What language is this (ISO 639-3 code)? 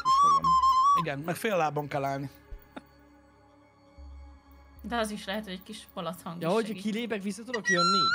hun